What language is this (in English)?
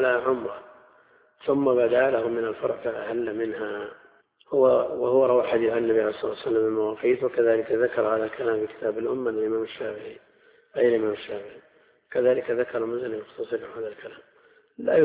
Arabic